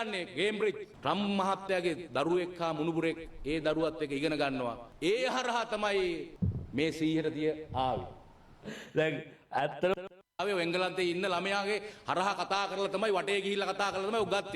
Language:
Sinhala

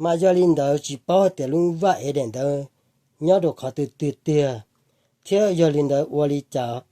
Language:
Hmong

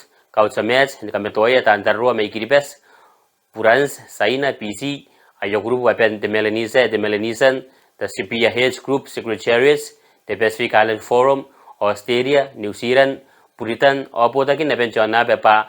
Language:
Gilbertese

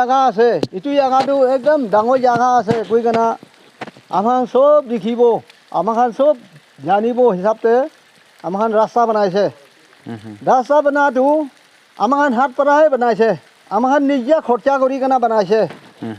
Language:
Naga Pidgin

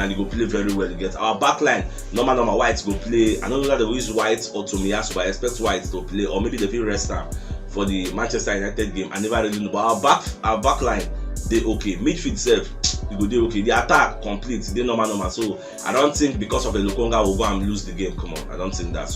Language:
Nigerian Pidgin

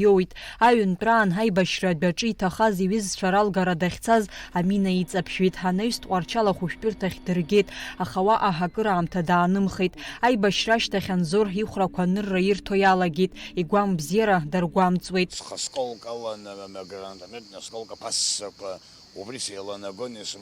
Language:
Abkhazian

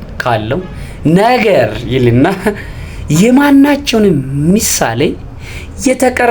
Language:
Amharic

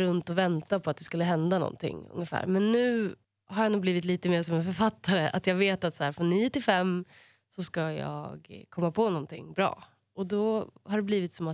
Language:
Swedish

